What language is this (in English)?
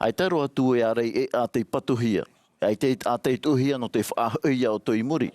Tahitian